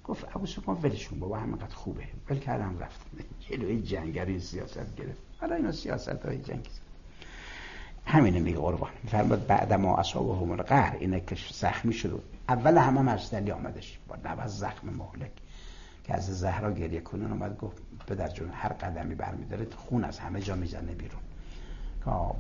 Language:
Persian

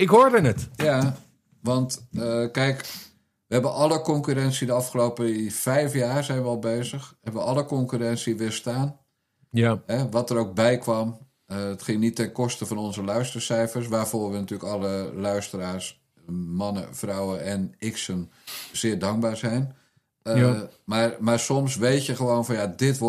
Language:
Dutch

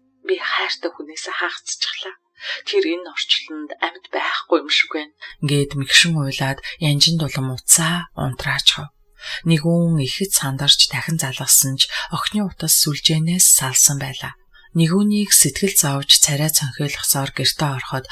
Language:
Mongolian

